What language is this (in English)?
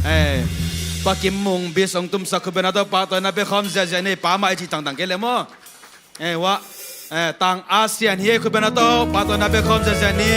Tedim Chin